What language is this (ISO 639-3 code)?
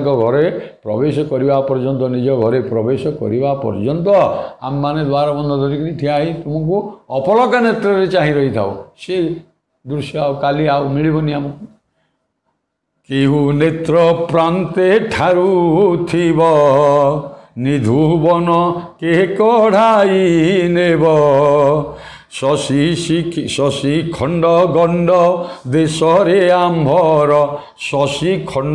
ori